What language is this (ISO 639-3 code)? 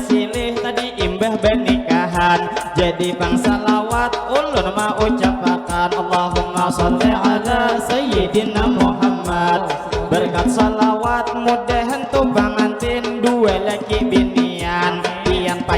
bjn